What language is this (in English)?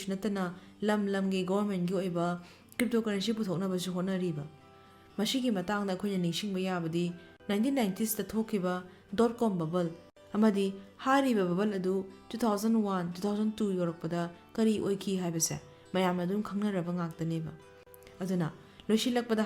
Manipuri